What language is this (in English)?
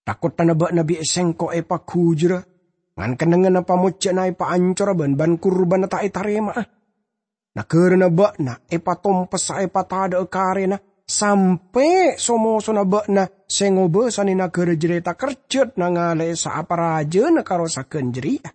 Madurese